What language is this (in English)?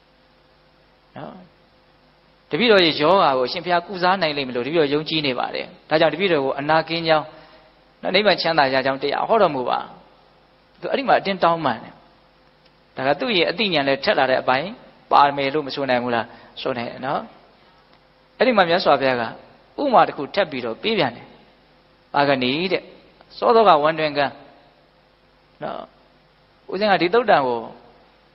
Burmese